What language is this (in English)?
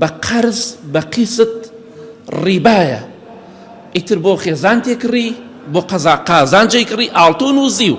Central Kurdish